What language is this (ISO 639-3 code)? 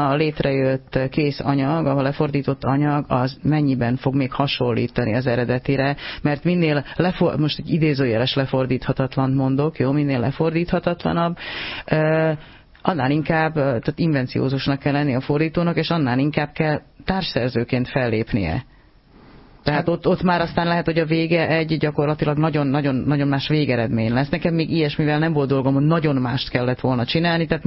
hun